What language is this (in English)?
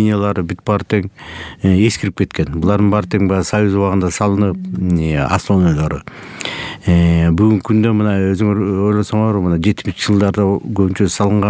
Kyrgyz